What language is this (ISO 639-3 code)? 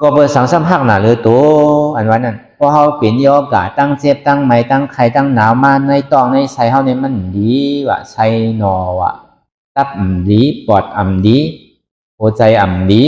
shn